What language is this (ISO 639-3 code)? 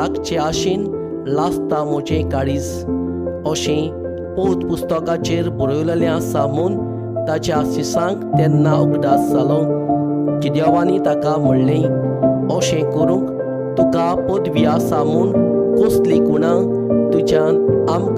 kok